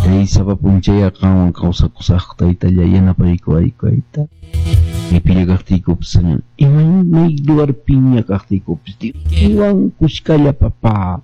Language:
Quechua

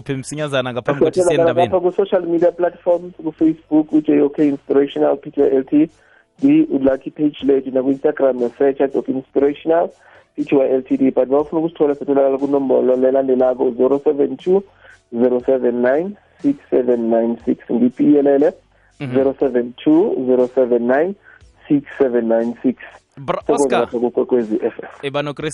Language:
South Ndebele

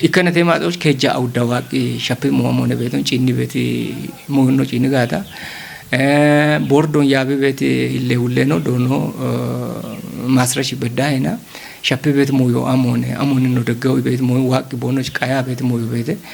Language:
Kafa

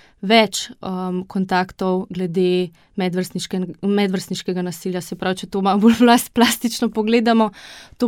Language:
Slovenian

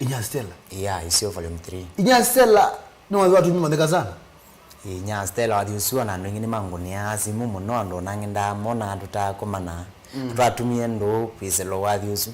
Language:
Kamba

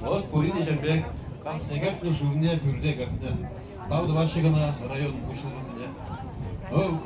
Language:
Chuvash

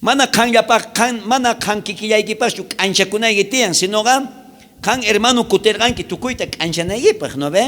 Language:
South Bolivian Quechua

